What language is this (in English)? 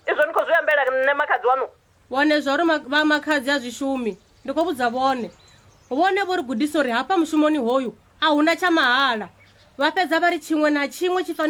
Venda